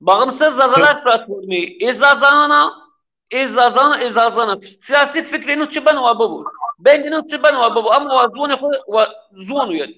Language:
Zaza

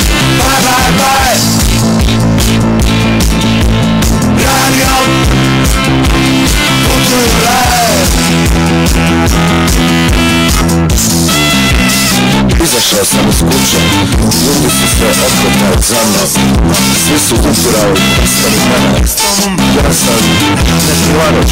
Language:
Croatian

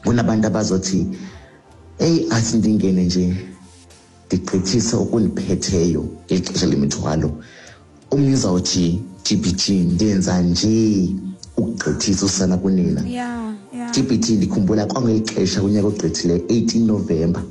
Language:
Xhosa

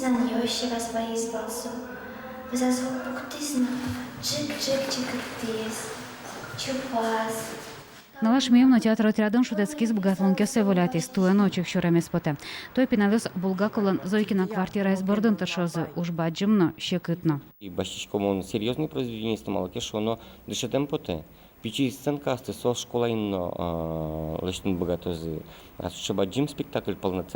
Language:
Udmurt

